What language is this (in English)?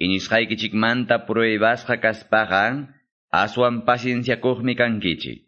Quechua